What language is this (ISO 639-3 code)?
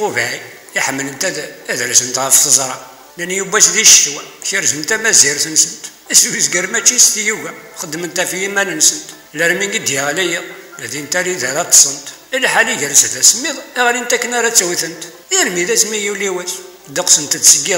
kab